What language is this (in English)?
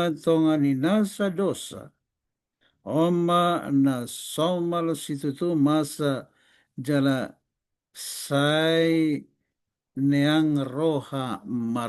Batak Toba